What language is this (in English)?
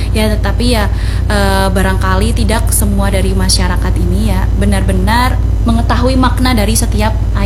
Indonesian